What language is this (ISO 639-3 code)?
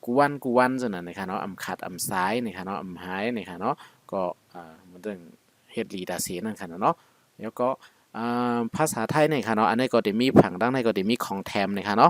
shn